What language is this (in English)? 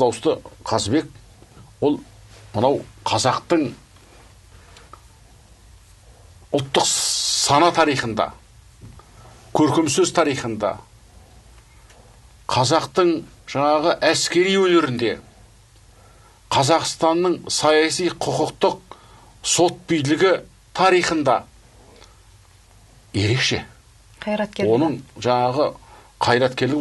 Kazakh